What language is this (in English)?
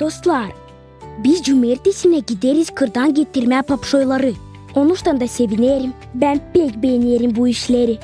Gagauz